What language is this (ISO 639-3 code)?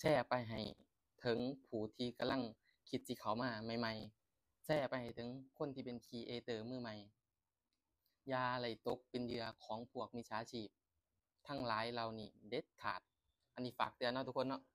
lao